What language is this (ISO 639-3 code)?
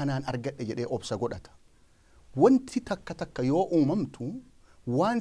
orm